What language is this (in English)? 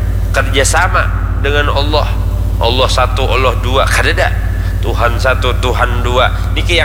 Banjar